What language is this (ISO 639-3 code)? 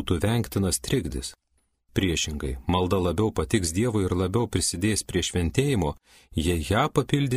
lit